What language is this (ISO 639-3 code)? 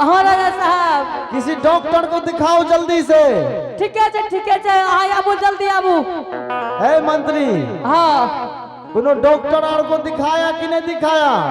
anp